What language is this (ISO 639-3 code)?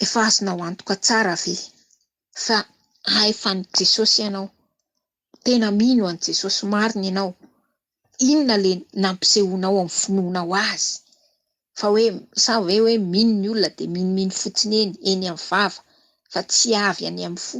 mlg